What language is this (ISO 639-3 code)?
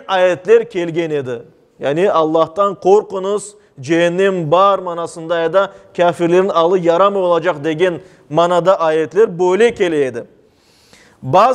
crh